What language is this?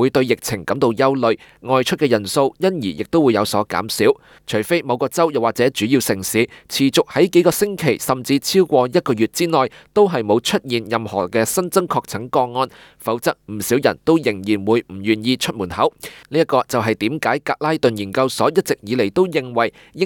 Cantonese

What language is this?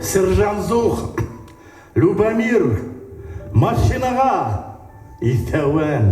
Bashkir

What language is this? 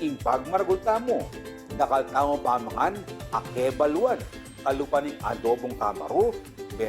Pampanga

